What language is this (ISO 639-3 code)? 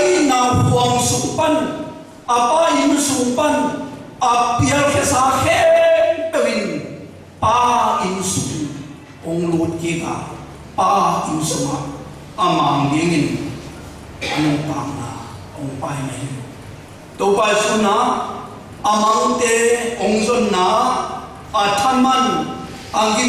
ctd